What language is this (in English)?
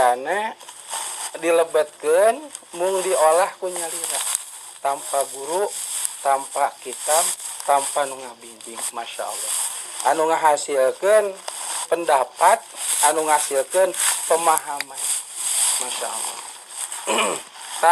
Sundanese